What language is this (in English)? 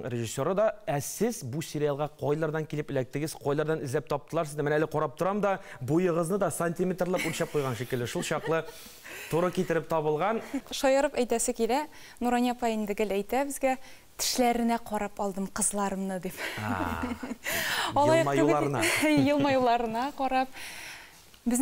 Tatar